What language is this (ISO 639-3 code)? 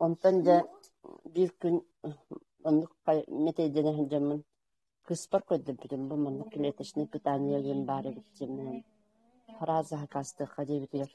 sah